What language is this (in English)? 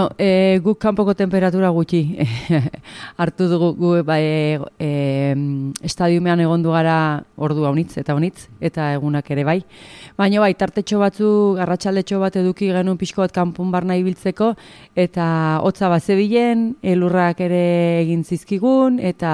Basque